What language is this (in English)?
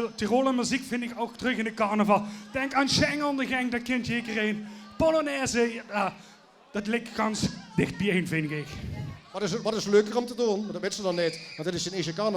Limburgish